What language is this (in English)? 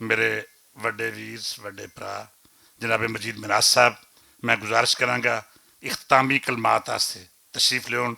Western Panjabi